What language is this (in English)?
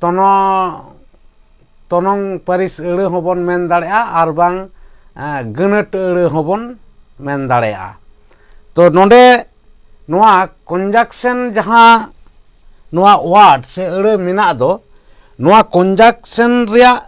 Santali